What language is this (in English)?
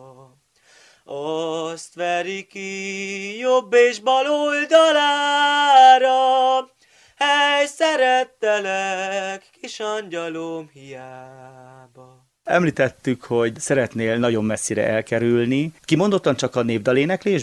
Hungarian